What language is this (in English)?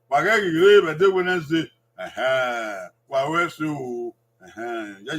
Bini